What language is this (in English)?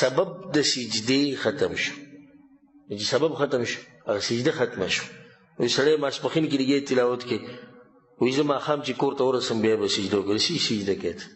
Pashto